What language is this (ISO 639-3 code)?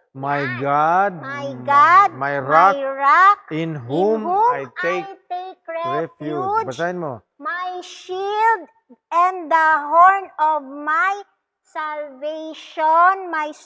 ceb